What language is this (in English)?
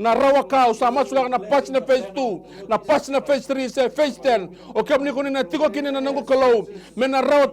Fijian